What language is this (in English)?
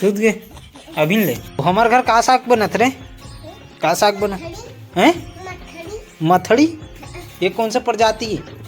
Chhattisgarhi